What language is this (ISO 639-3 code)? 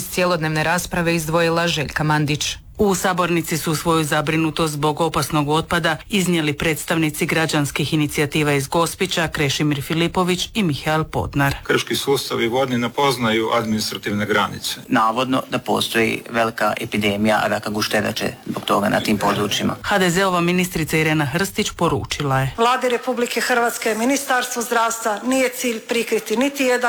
hrv